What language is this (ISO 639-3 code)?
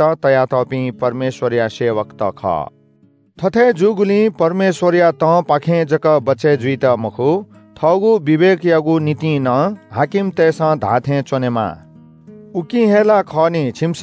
new